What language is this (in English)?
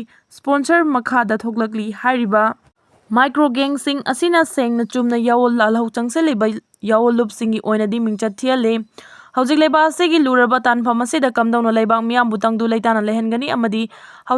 Manipuri